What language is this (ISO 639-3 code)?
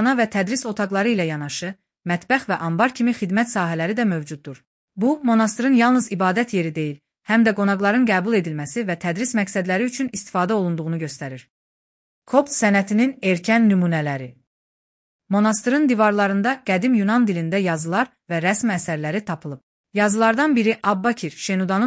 aze